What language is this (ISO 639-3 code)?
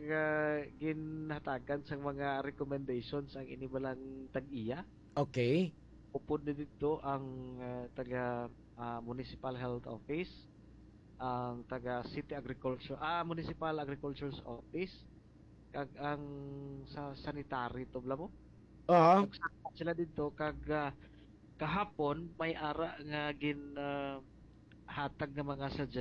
hil